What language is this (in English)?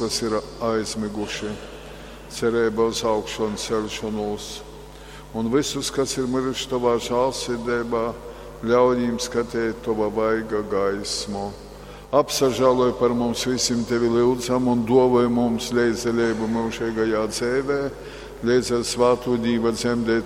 Latgalian